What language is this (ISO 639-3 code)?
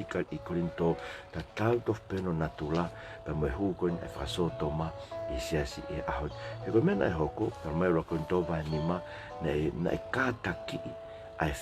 ton